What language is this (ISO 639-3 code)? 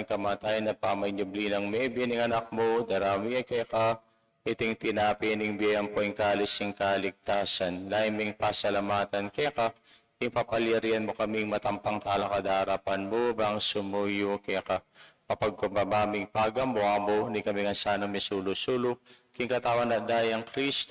pam